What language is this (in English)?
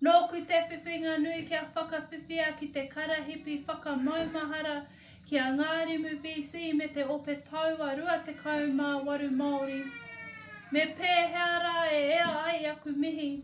Māori